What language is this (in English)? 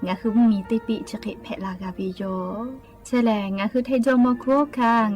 Lahu